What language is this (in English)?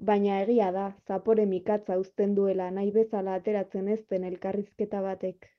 Basque